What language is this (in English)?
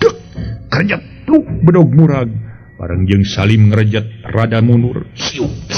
Sundanese